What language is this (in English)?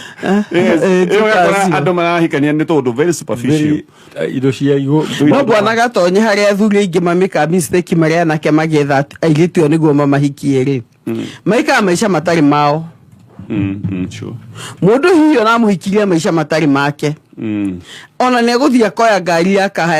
Kikuyu